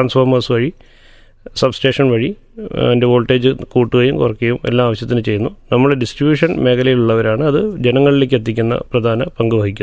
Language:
Malayalam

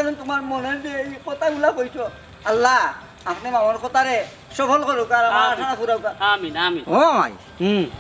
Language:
Sylheti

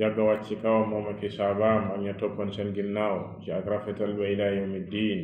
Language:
Wolof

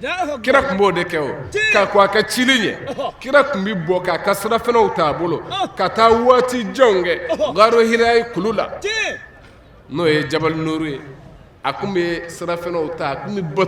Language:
Bambara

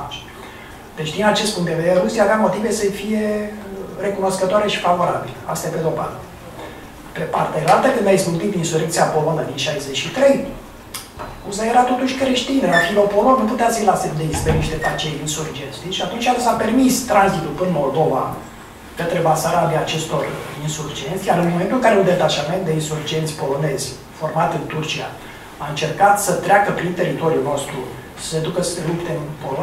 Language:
Romanian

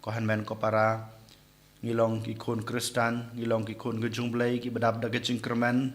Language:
Khasi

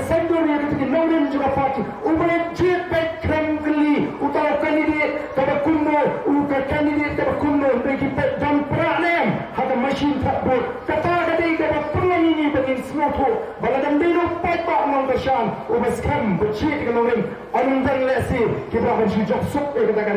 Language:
Khasi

